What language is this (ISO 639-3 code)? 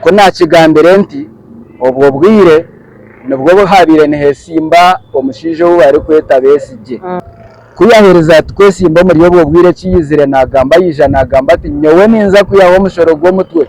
nyn